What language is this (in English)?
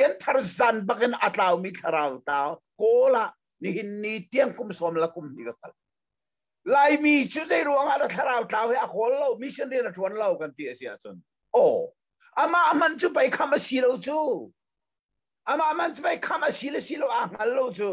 Hakha Chin